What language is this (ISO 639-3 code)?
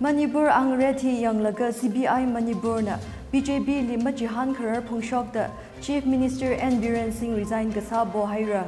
nmf